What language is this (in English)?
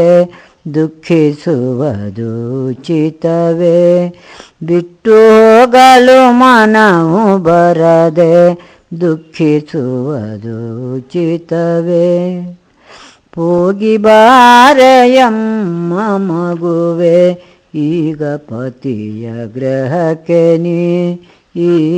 Kannada